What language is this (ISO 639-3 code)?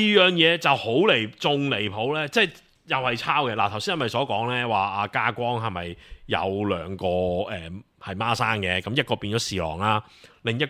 yue